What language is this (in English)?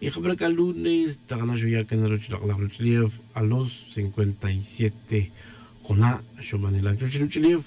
Tz'utujil